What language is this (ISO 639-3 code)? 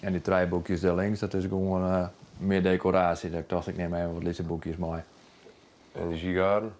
fry